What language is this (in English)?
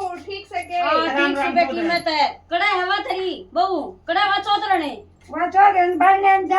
Haryanvi